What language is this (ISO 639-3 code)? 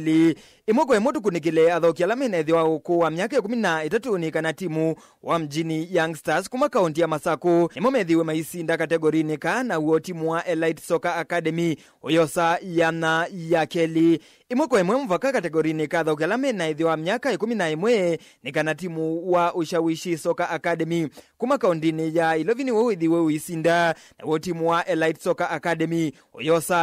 kam